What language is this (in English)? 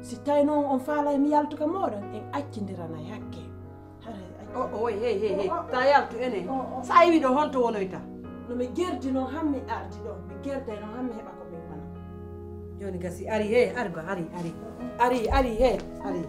Pular